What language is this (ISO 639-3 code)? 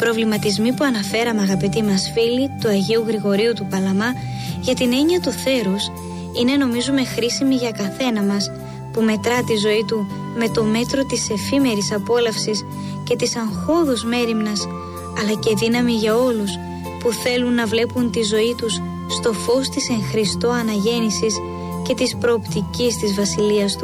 ell